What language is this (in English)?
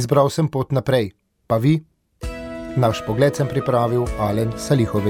Slovenian